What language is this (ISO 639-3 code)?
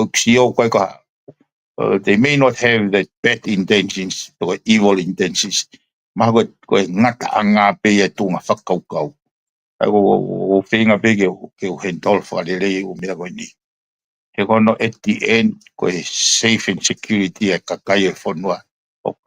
ton